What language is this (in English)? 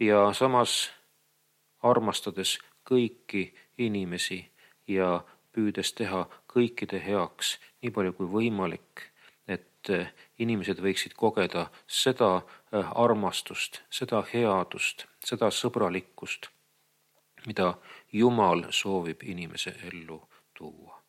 Estonian